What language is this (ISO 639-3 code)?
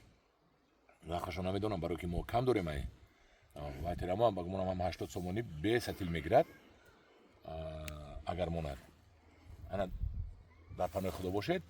tgk